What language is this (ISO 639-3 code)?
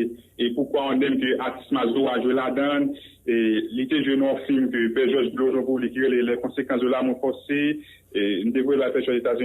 hat